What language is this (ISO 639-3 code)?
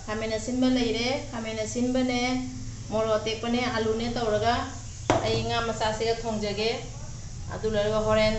mni